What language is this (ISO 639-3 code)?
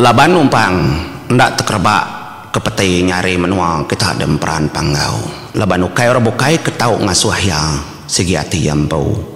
iba